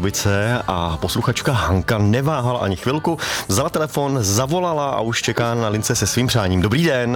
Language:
Czech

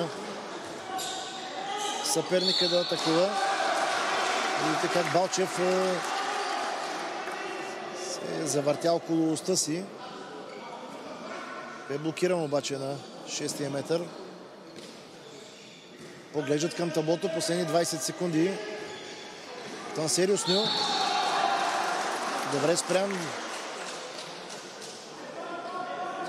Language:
Bulgarian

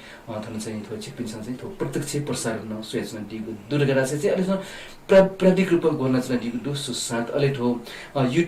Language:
Newari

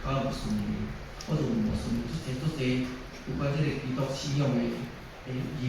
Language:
Min Nan Chinese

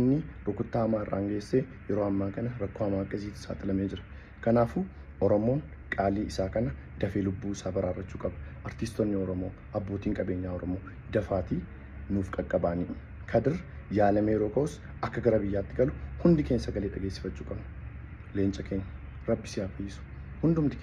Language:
Oromo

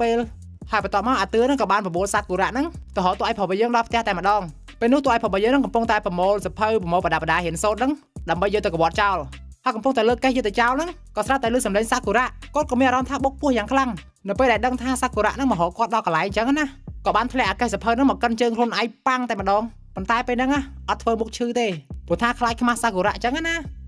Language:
Khmer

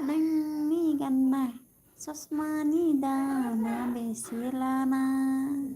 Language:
Bodo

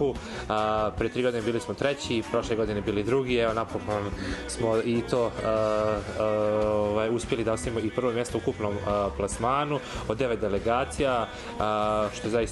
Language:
Bosnian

